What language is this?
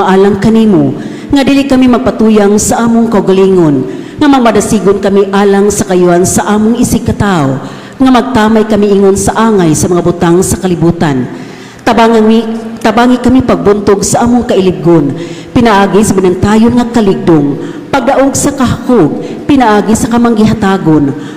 Cebuano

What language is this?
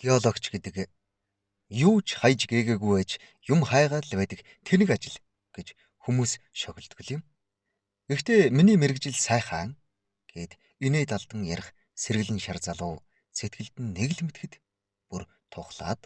Mongolian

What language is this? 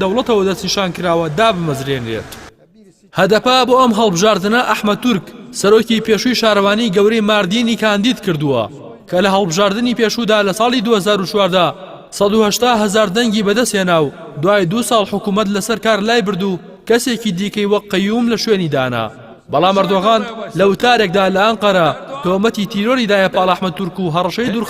Central Kurdish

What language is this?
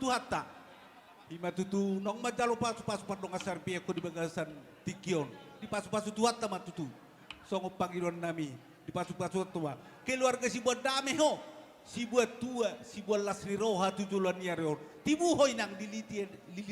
Batak Toba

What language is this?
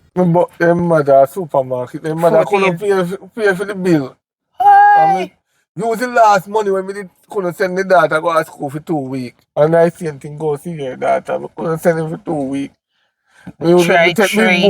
Jamaican Creole English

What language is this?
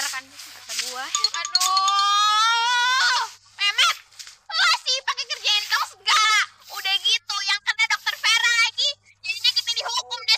Betawi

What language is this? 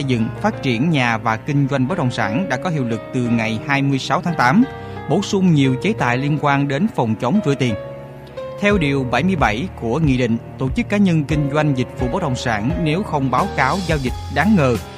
Vietnamese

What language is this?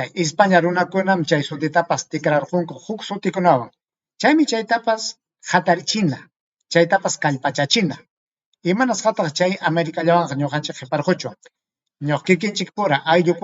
Ayacucho Quechua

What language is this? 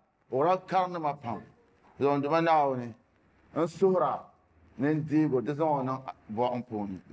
Dagbani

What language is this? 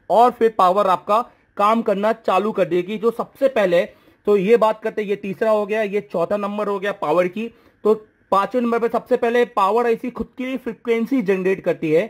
Hindi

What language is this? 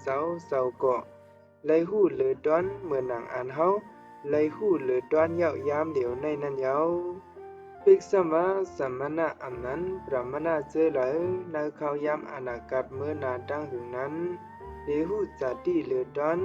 Shan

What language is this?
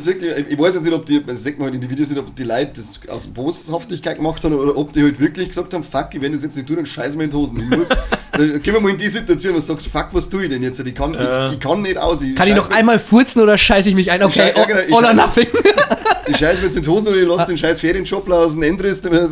Bavarian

